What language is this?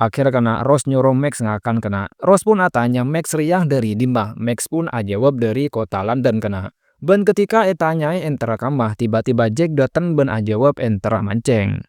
Madurese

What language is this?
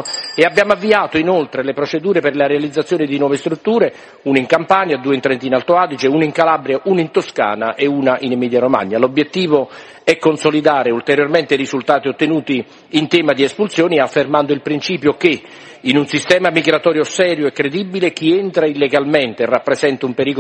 Italian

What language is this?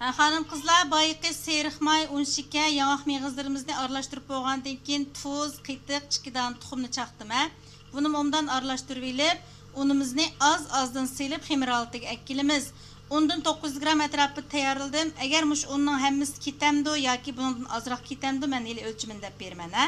Uyghur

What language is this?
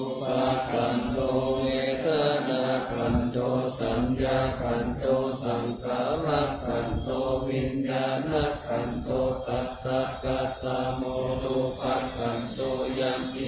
Pali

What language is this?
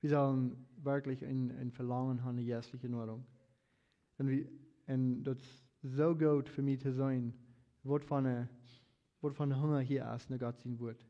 Plautdietsch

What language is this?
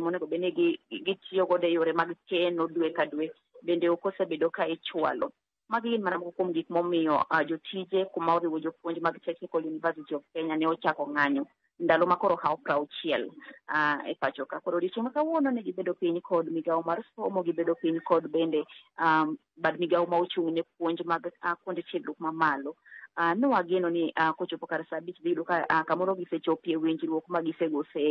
Luo (Kenya and Tanzania)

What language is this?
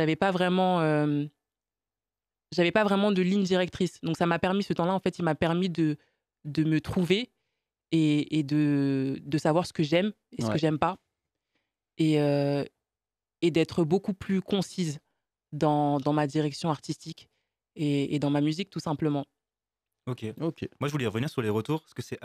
French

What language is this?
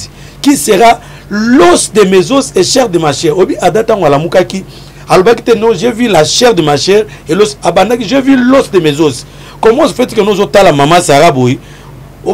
Lingala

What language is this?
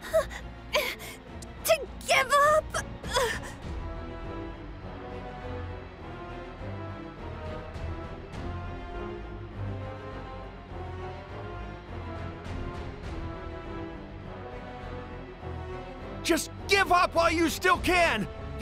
English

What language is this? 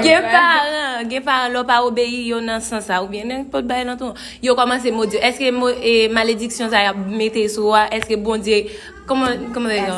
Haitian Creole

